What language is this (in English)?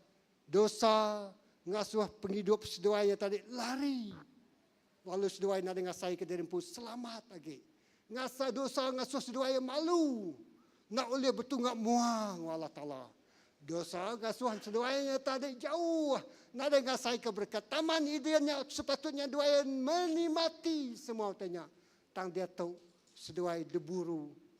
Iban